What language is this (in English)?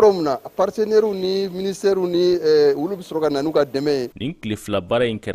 Bambara